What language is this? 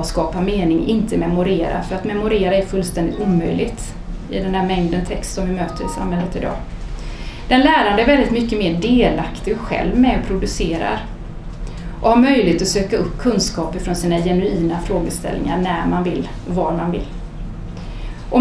Swedish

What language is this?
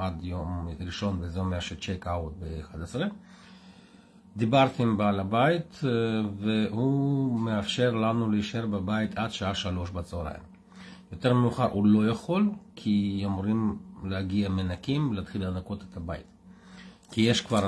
Hebrew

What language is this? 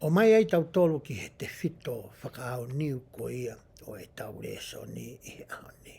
Tongan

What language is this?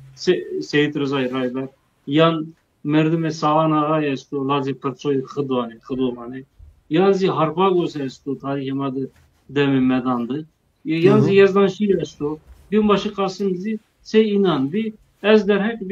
Zaza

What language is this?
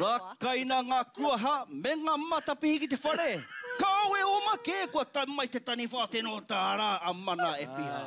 Māori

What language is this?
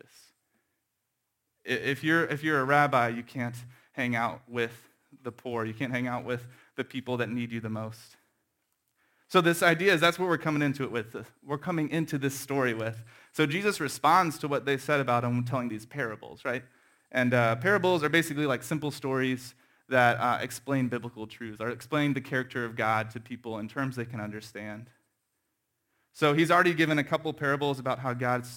English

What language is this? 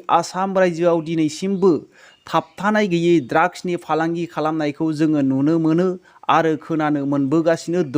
Bodo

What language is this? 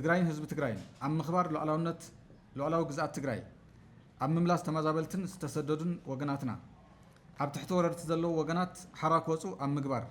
Tigrinya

